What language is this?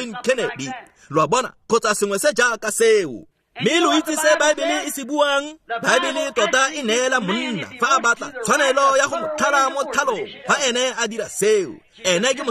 Tswana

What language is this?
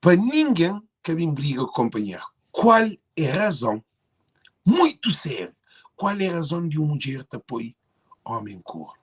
Kabuverdianu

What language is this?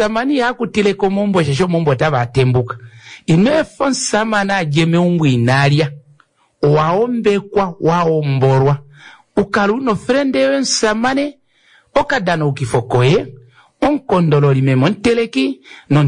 Kuanyama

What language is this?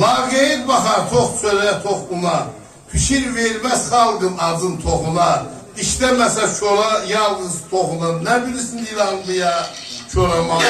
South Azerbaijani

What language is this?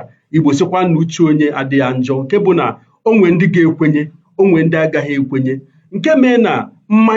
Igbo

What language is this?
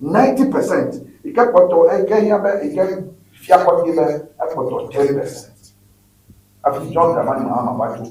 Ewe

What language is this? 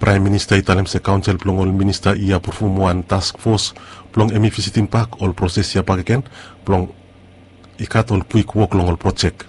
Bislama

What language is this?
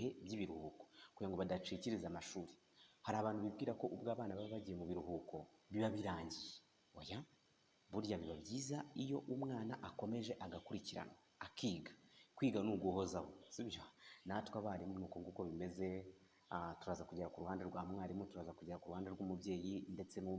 Kinyarwanda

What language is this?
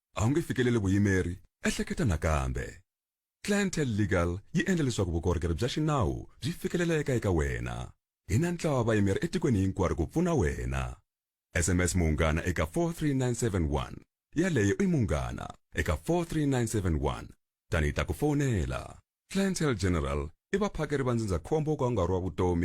Tsonga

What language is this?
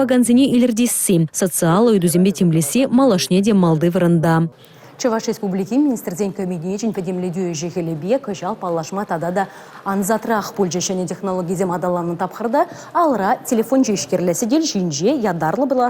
Chuvash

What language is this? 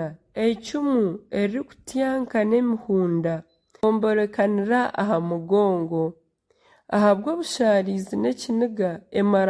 Nyankole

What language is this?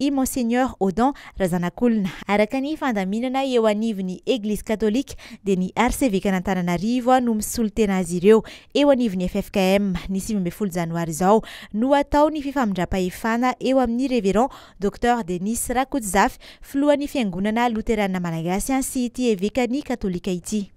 Malagasy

